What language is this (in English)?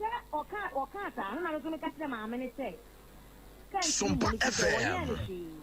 Akan